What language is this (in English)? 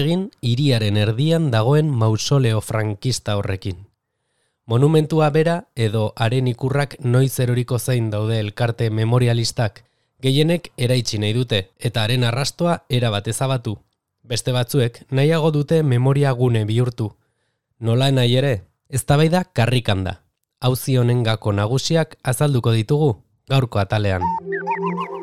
Basque